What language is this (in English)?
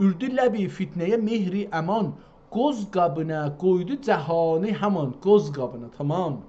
South Azerbaijani